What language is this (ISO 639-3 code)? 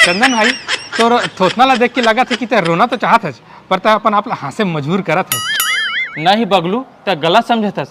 hne